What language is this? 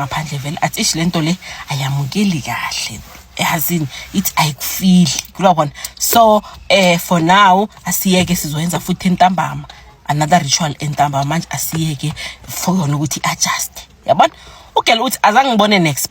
Zulu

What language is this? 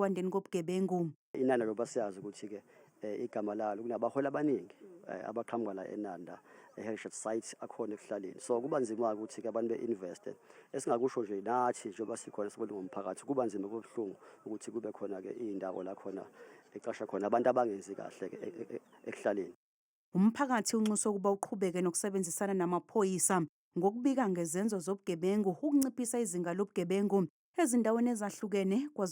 Zulu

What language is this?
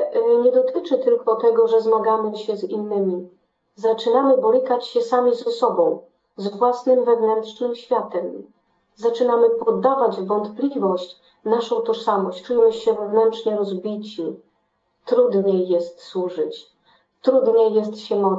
Polish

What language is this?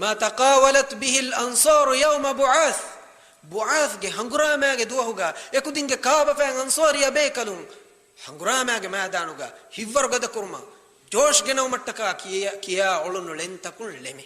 Divehi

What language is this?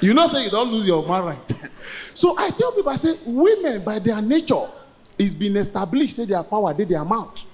Nigerian Pidgin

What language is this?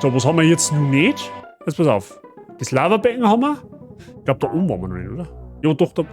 Bavarian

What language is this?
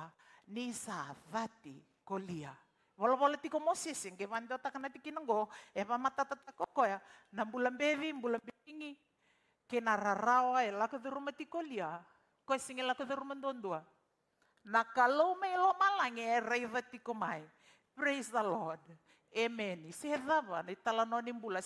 Fijian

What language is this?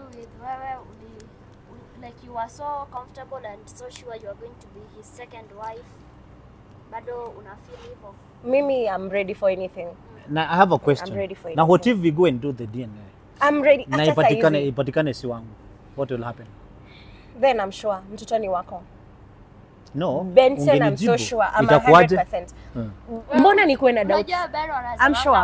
Swahili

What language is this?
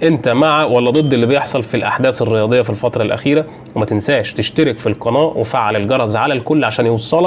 Egyptian Arabic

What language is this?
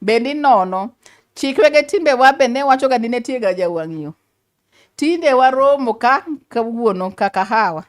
Luo (Kenya and Tanzania)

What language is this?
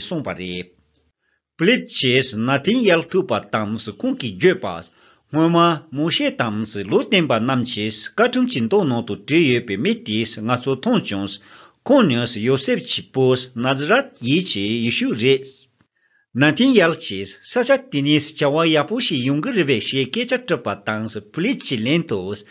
Tibetan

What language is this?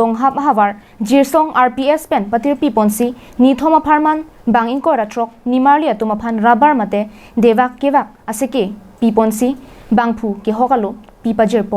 Karbi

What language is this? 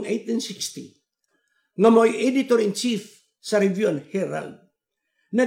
Cebuano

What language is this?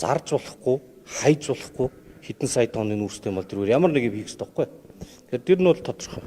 Mongolian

